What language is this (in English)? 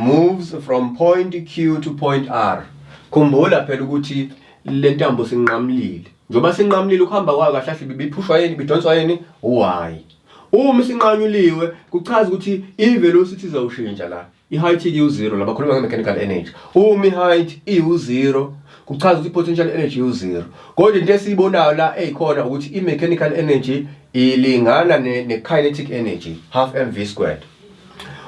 Zulu